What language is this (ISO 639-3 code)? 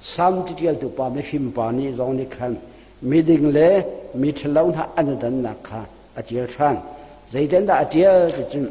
cnh